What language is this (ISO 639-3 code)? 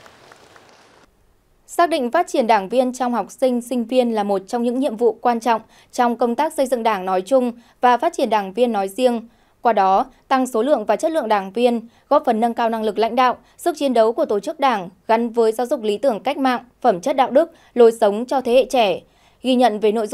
vie